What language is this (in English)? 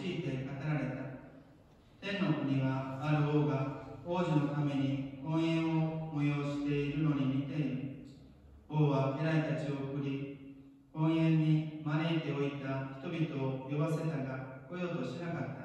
Japanese